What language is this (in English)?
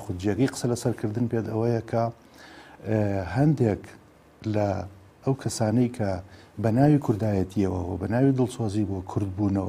Central Kurdish